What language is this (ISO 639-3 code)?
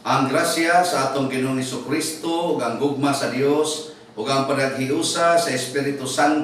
ceb